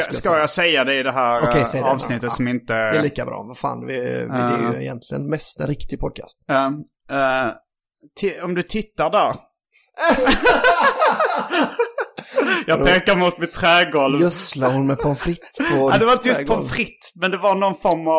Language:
Swedish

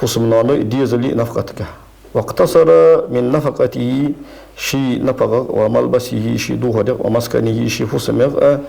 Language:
Ingush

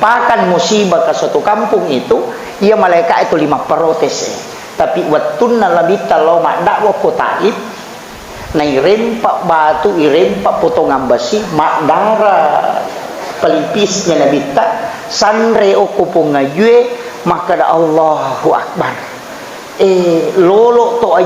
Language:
Buginese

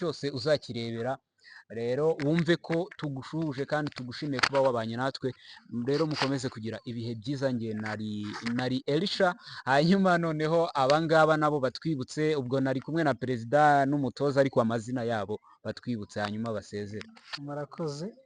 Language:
Kinyarwanda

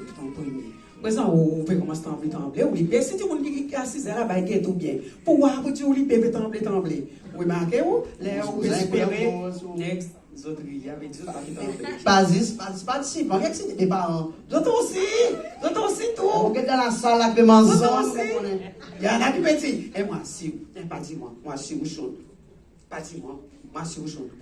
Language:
Seselwa Creole French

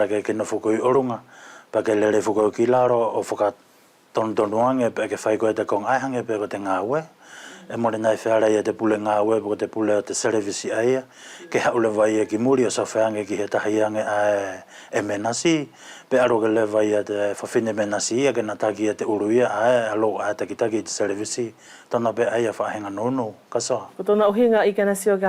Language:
Wallisian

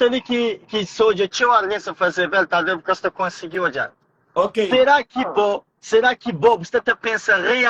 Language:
Kabuverdianu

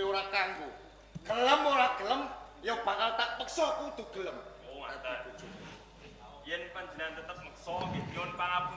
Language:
Javanese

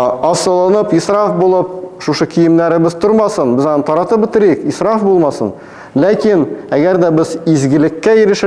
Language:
Tatar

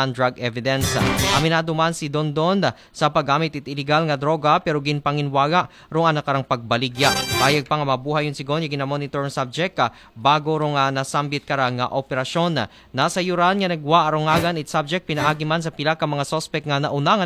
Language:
Aklanon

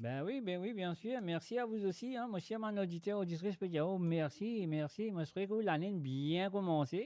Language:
Morisyen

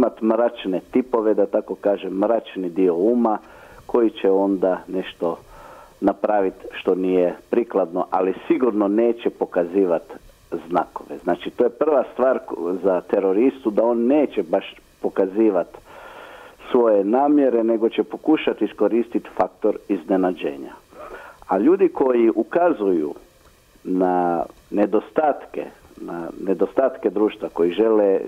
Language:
Croatian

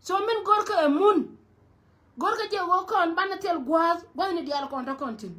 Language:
Nuer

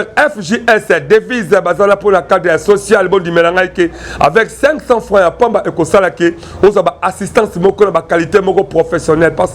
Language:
Lingala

